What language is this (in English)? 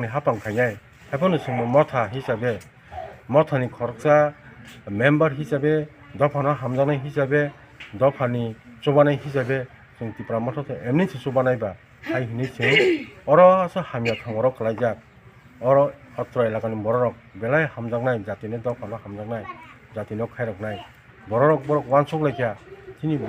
Kok Borok